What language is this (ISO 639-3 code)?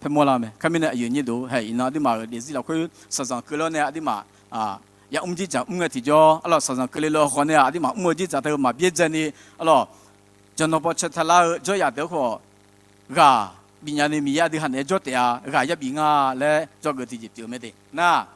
ahk